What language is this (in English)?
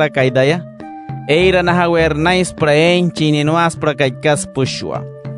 Wayuu